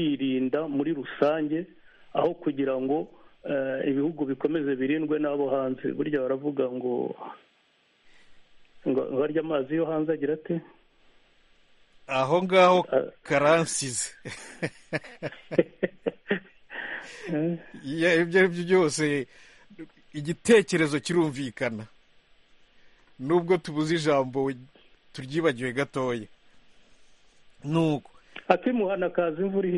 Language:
Kinyarwanda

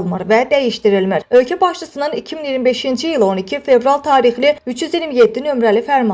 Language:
Azerbaijani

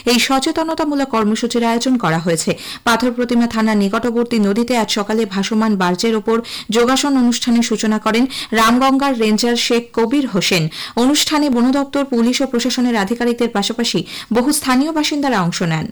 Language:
Bangla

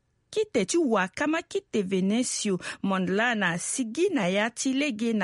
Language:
Sango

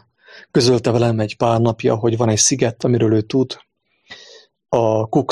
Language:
Hungarian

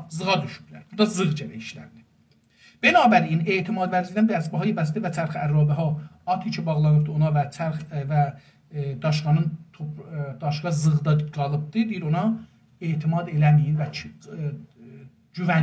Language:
South Azerbaijani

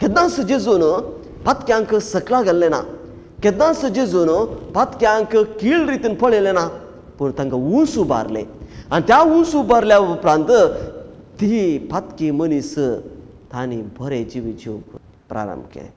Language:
Konkani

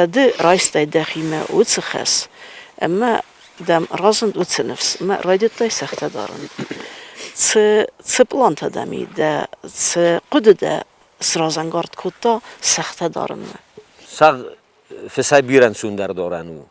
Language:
Ossetic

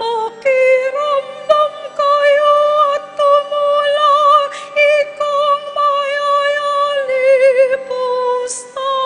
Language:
Pampanga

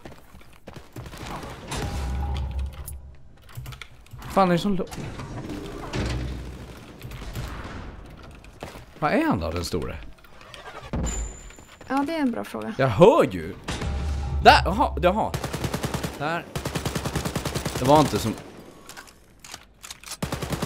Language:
Swedish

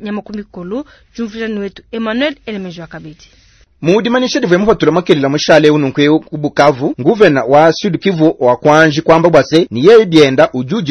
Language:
Luba-Lulua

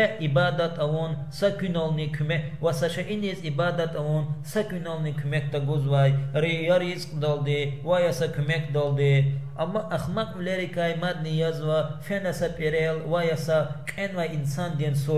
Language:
Lezghian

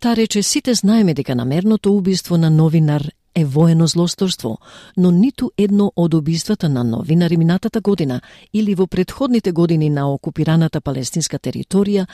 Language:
Macedonian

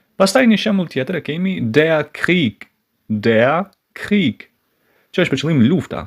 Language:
Albanian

